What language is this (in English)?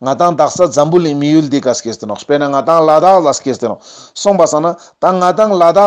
Ladakhi